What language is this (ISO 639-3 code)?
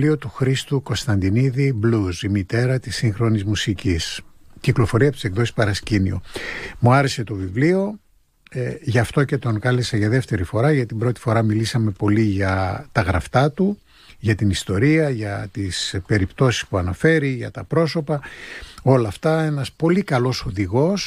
ell